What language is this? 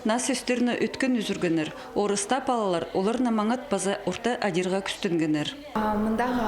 Khakas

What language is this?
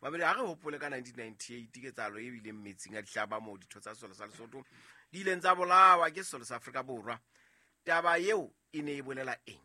Southern Sotho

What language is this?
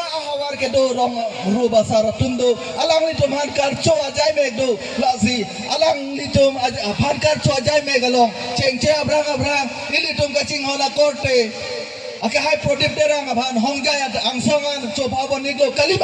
Karbi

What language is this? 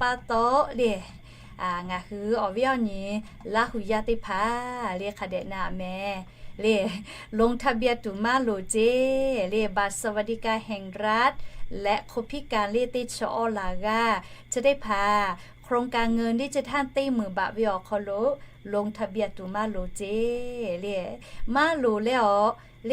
Lahu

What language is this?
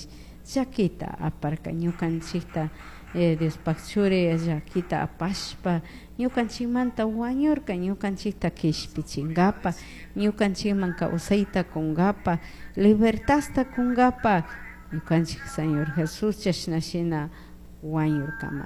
Chimborazo Highland Quichua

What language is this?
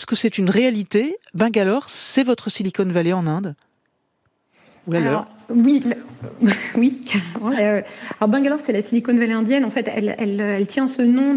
French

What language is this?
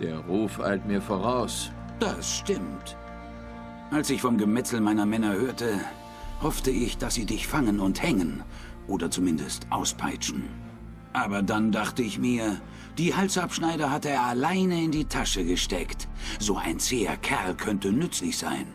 Swiss German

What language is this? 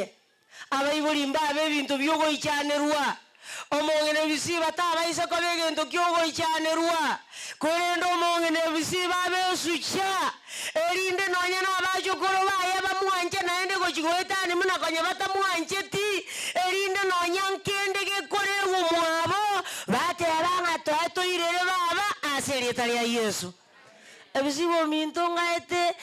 Gusii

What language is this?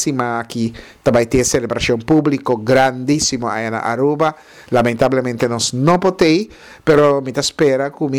Papiamento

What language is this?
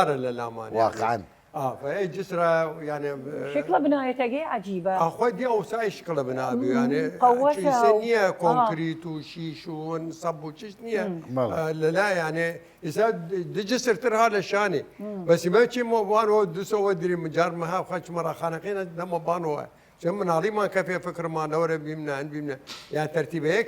Southern Kurdish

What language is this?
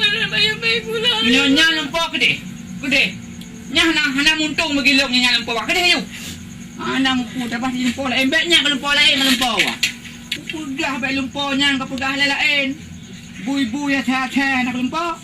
Achinese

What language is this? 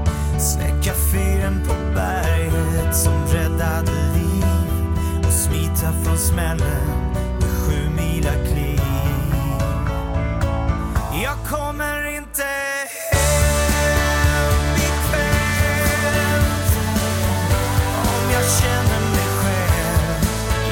Swedish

